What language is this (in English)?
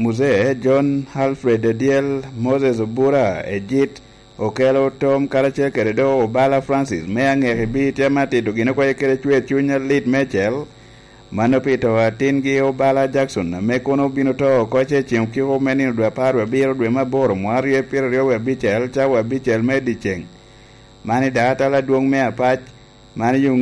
Lango (Uganda)